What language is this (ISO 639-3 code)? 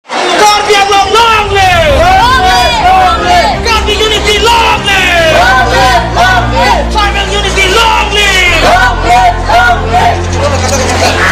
mjw